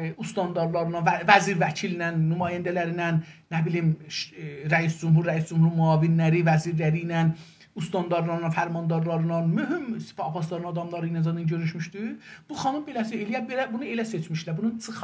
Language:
South Azerbaijani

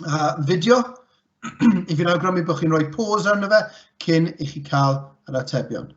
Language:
Welsh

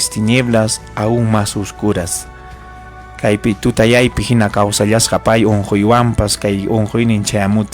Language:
Ayacucho Quechua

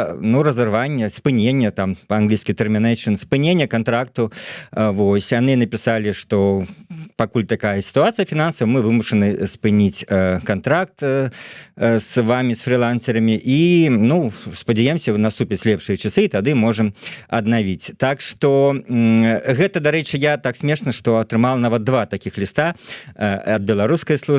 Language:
Belarusian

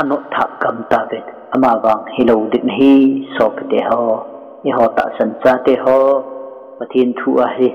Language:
Thado Chin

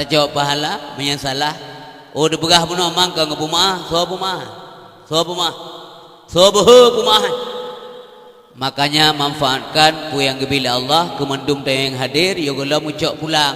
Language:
Achinese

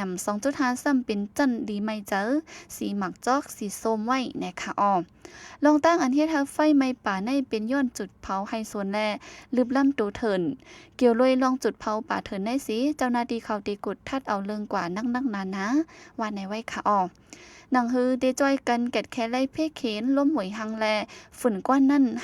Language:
Shan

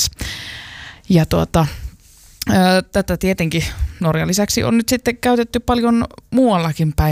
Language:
Finnish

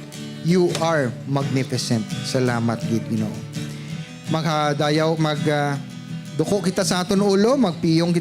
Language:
Hiligaynon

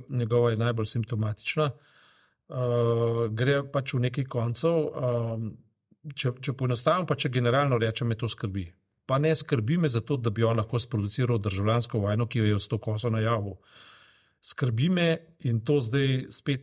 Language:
Slovenian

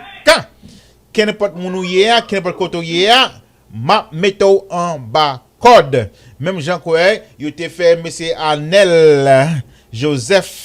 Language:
Haitian Creole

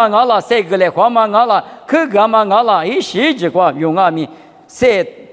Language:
Lisu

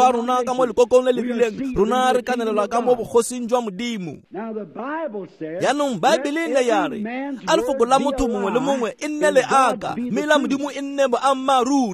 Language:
Tswana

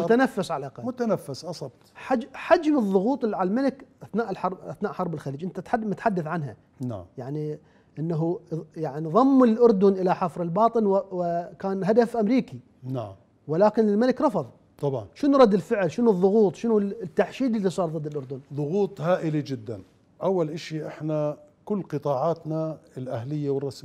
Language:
Mesopotamian Arabic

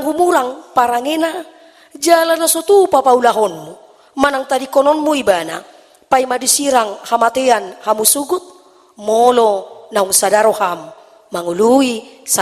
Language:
Batak Toba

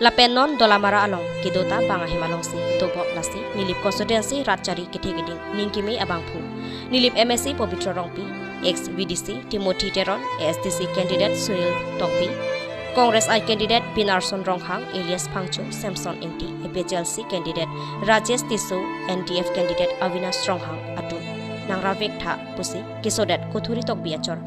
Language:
Karbi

